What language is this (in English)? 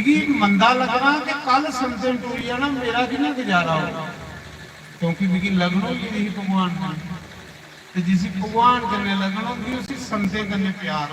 Dogri